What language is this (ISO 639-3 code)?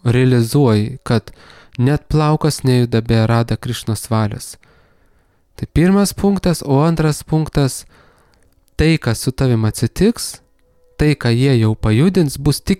lit